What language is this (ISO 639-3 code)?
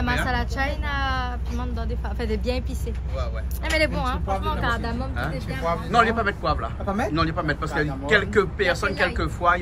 rcf